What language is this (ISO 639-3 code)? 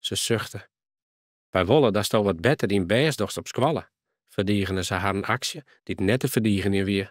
fry